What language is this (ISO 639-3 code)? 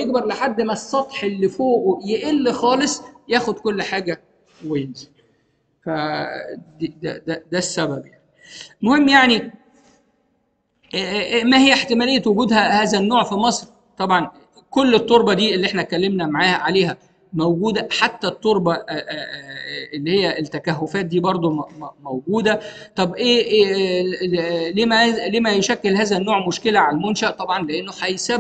arz